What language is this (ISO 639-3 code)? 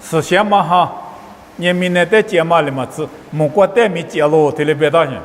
lis